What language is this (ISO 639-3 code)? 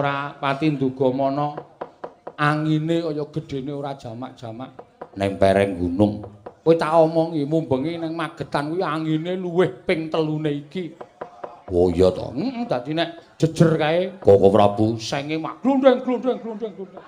jav